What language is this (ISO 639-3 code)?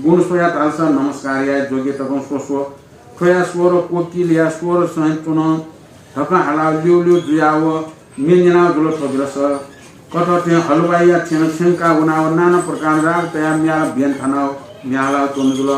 new